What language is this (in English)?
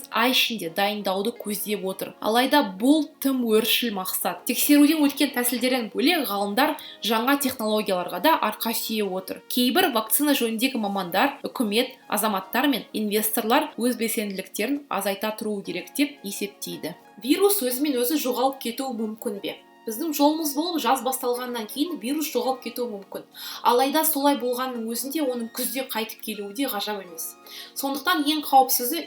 Kazakh